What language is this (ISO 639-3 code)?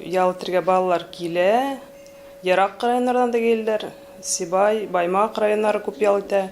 bak